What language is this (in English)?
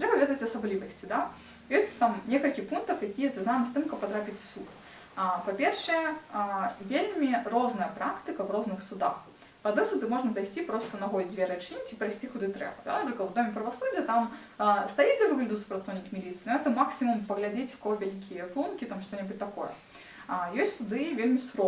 Belarusian